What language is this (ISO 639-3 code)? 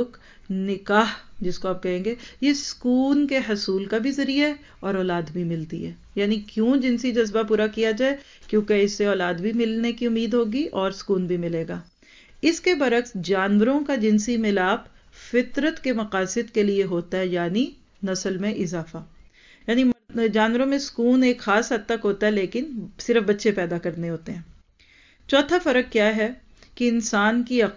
urd